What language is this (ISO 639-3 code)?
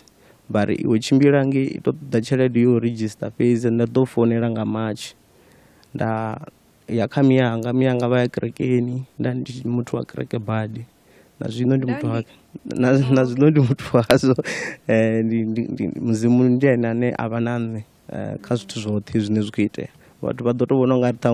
ven